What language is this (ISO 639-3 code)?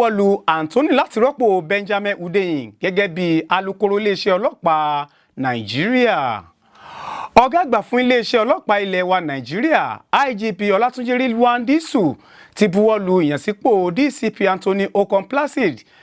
yor